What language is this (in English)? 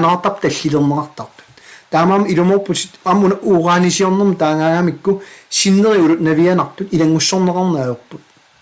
Kalaallisut